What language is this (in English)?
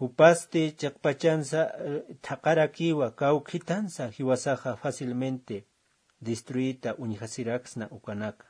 Aymara